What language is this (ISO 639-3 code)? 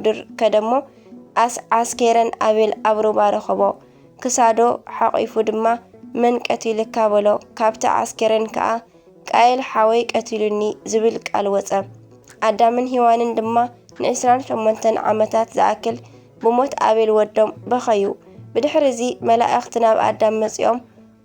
tir